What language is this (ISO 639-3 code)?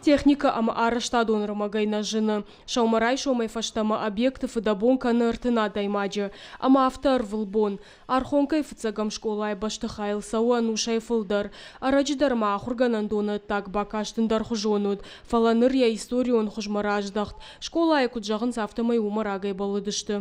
oss